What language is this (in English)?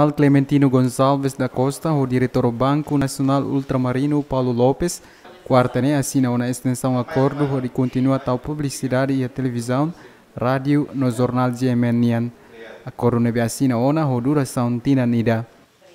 Tetum